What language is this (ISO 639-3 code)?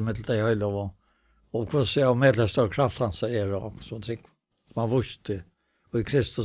fao